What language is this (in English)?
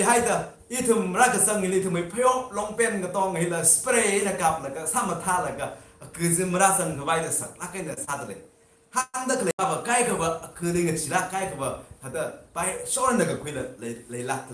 Tangkhul Naga (India)